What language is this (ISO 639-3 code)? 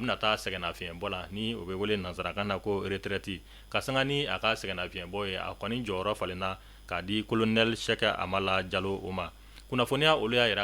bam